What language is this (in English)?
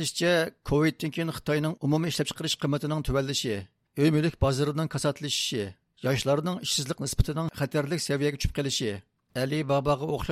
Uyghur